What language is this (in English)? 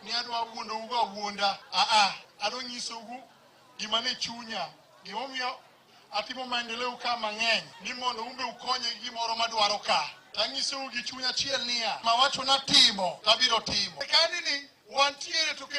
Luo (Kenya and Tanzania)